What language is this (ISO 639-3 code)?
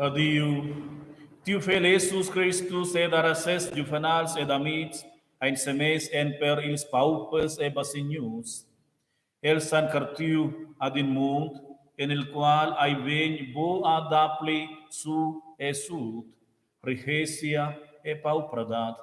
roh